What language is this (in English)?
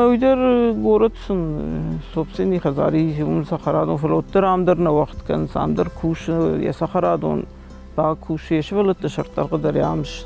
Ossetic